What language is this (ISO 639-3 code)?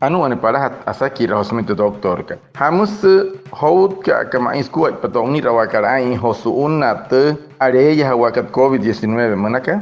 guc